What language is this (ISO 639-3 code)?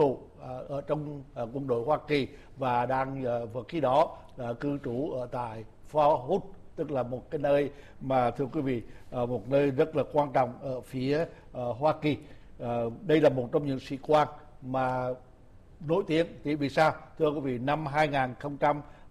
vie